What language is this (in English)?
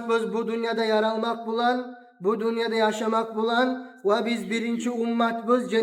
Kumyk